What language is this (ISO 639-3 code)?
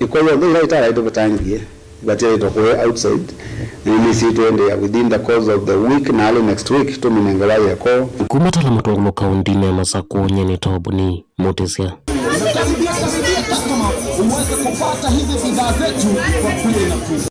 kam